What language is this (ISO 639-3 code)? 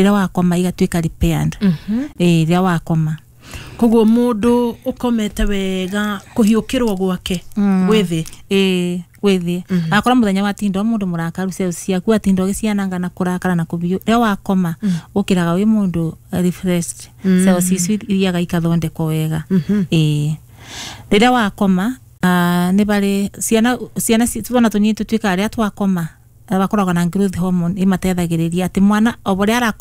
kik